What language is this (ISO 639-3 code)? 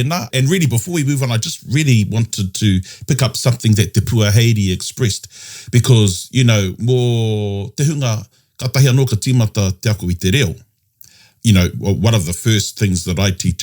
mri